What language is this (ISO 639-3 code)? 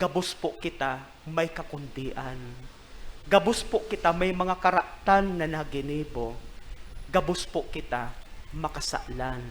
bik